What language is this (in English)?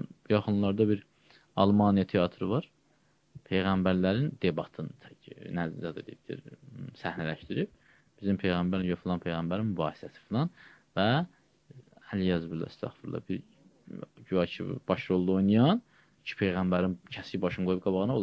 Azerbaijani